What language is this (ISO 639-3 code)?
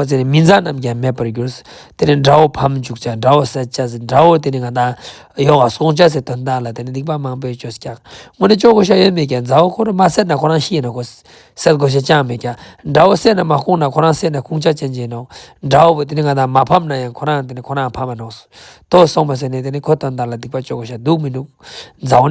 lbj